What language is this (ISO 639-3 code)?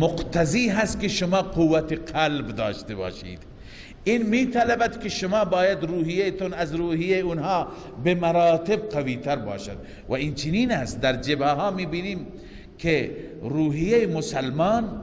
fas